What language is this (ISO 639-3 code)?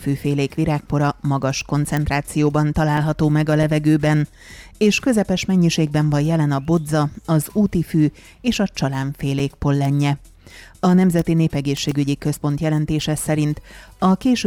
hun